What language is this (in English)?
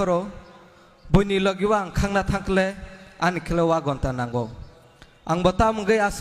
Kok Borok